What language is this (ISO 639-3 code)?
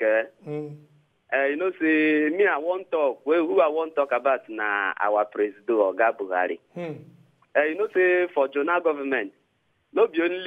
pcm